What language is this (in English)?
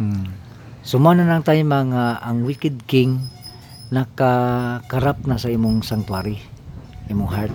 Cebuano